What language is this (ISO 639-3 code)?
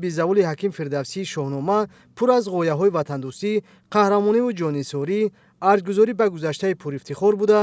tgk